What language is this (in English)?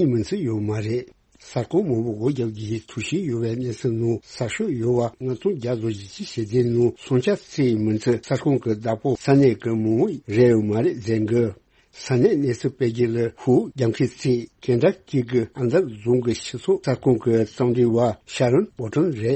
Tibetan